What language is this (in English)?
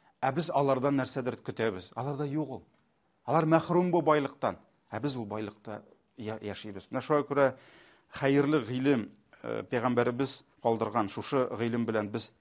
Tatar